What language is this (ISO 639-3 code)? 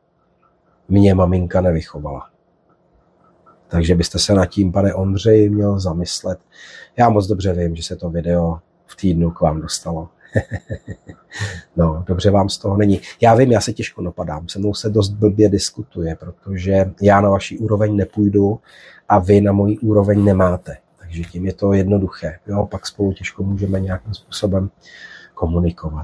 ces